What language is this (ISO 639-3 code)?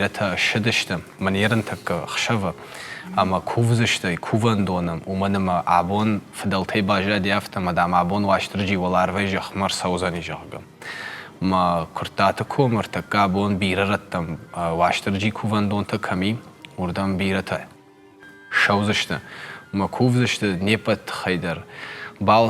oss